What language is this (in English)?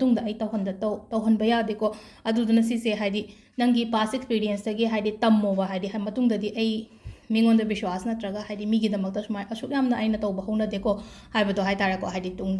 Manipuri